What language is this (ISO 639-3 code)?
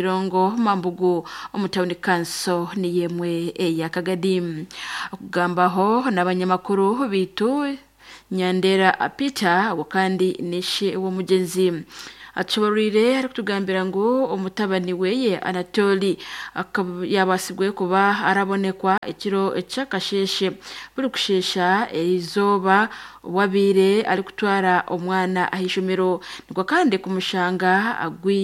nyn